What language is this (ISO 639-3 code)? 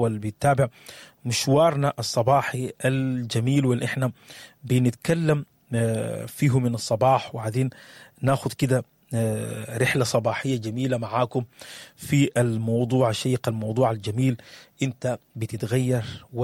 apd